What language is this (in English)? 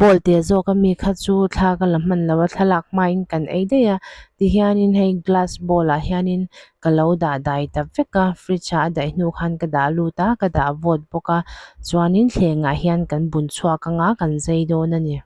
Mizo